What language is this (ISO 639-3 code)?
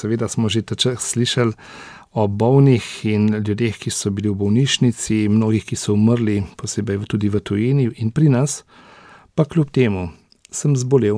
slv